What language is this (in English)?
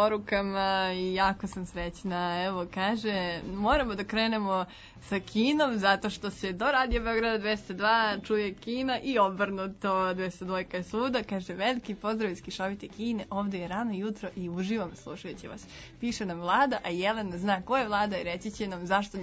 Serbian